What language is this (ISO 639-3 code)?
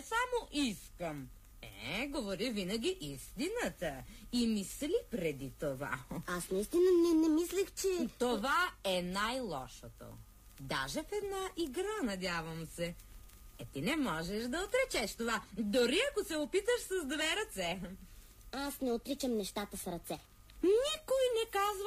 bul